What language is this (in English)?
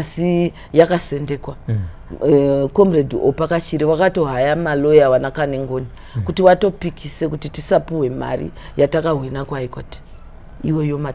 Shona